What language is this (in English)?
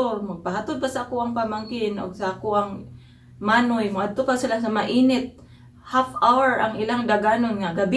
Cebuano